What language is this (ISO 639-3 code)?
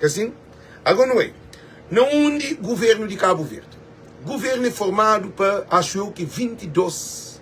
kea